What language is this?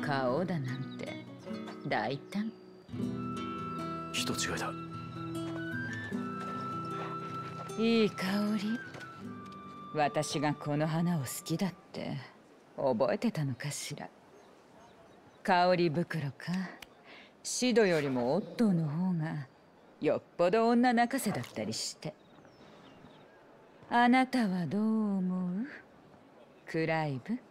Japanese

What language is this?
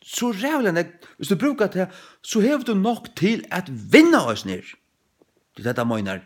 Faroese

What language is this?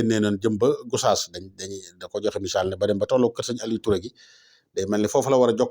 Wolof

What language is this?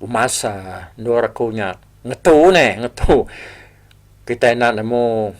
Iban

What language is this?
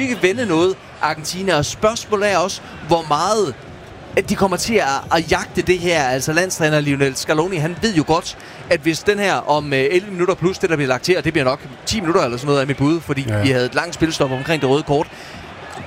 Danish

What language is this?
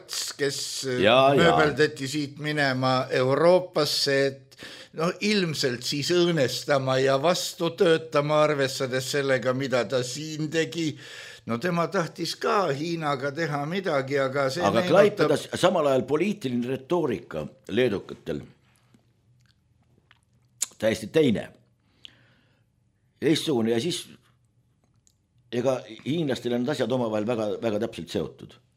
Estonian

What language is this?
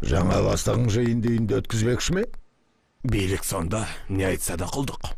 Kazakh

